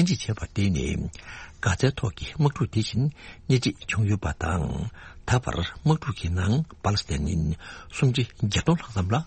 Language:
Tibetan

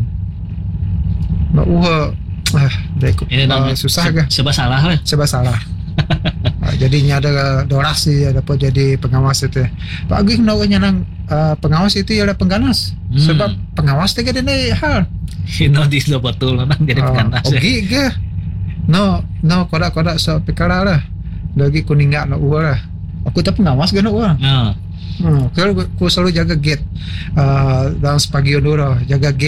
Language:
Malay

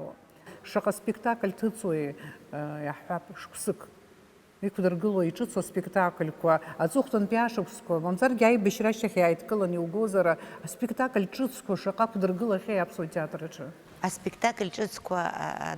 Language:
Abkhazian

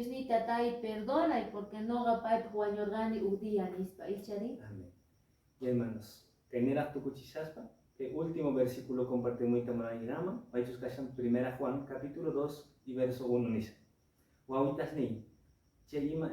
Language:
Quechua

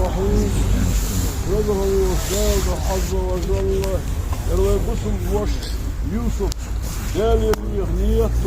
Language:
Ingush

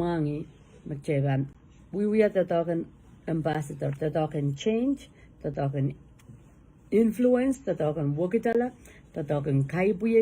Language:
Pohnpeian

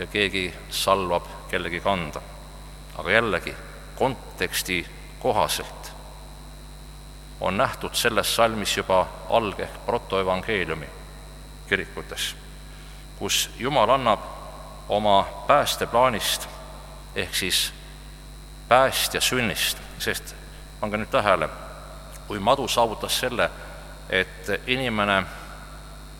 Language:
Estonian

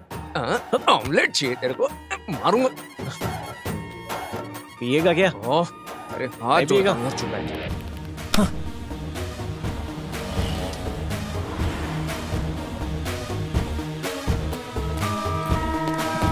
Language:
Hindi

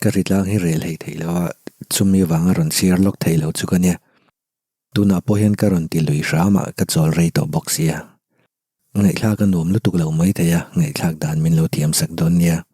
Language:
Mizo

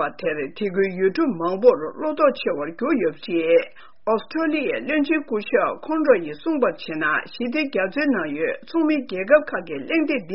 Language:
Tibetan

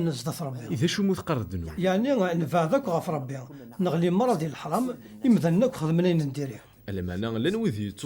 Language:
Kabyle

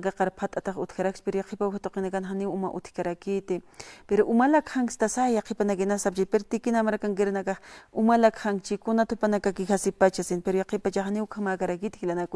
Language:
Aymara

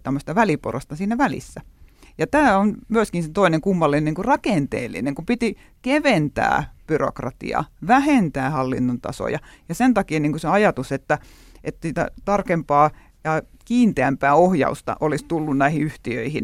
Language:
Finnish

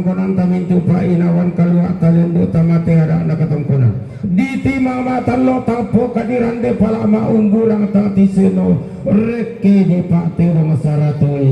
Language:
Toraja-Sa'dan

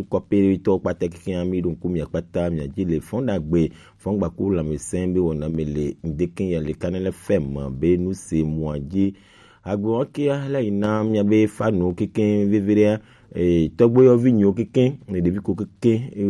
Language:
Gen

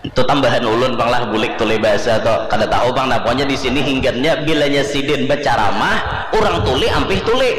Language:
Banjar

